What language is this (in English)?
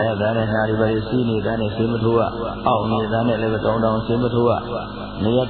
Burmese